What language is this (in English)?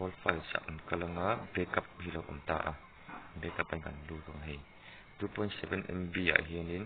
Mizo